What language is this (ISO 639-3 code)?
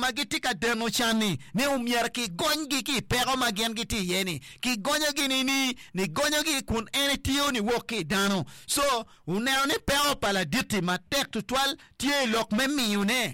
ach